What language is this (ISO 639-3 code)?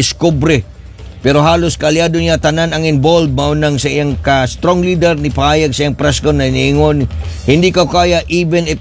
ceb